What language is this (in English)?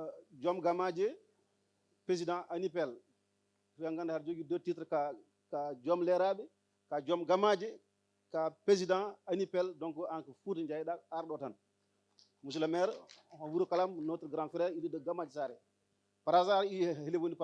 Fula